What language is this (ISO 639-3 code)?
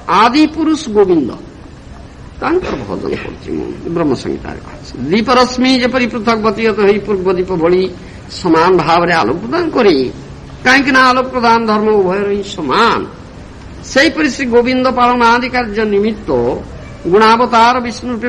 ori